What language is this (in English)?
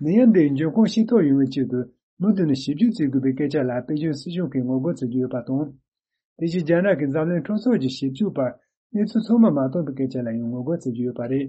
Tibetan